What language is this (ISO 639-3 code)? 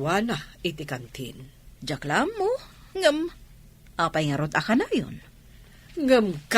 ilo